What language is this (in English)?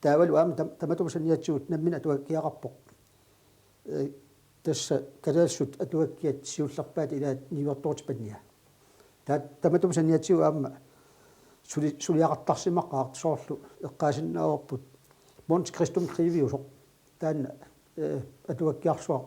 Kalaallisut